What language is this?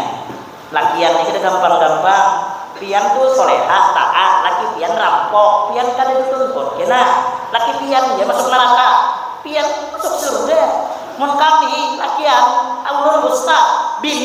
Banjar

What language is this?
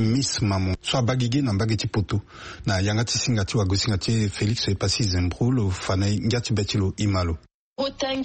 Sango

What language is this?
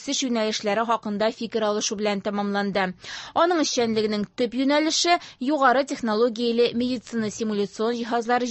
Tatar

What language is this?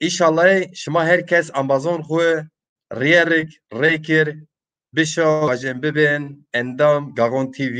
Zaza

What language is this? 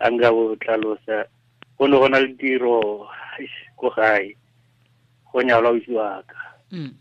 Tswana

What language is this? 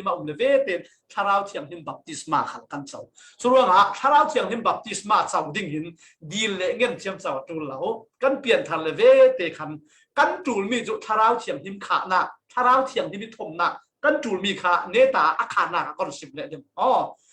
Falam Chin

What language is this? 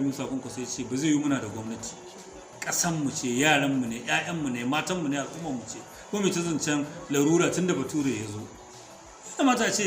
Hausa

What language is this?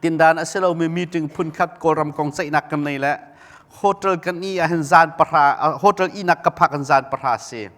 Hakha Chin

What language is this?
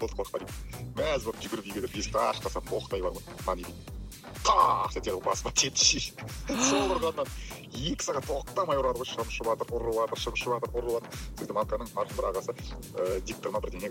Kazakh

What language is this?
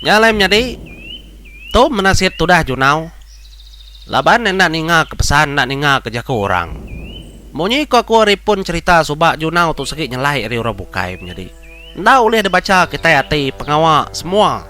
Iban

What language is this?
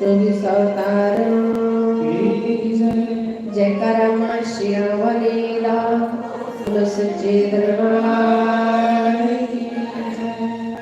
Dogri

